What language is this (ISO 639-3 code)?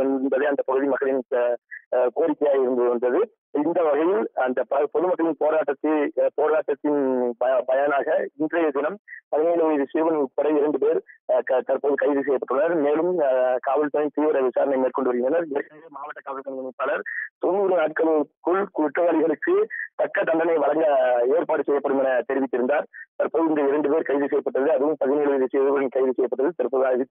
tam